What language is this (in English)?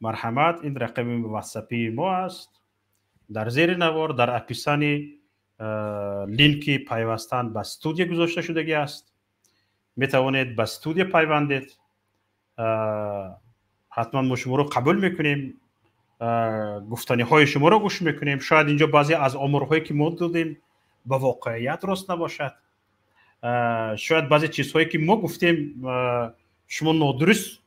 Tajik